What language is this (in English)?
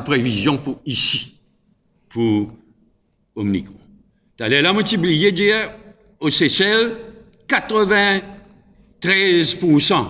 Morisyen